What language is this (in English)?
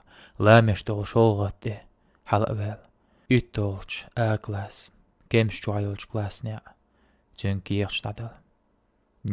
Chechen